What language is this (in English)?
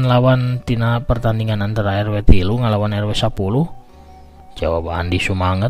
Sundanese